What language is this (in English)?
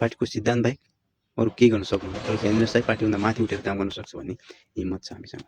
Nepali